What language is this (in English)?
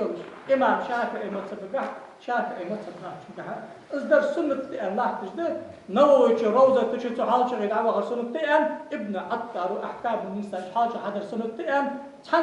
Ingush